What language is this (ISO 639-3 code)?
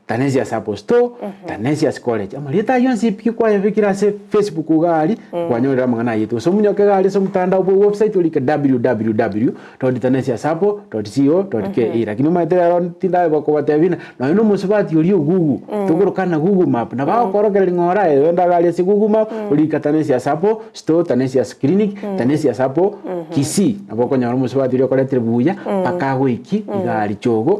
guz